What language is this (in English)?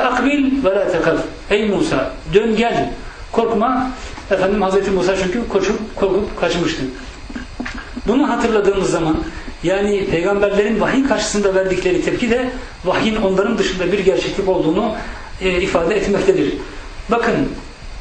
Turkish